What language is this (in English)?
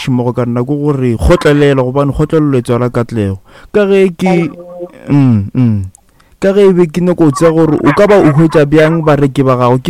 Northern Sotho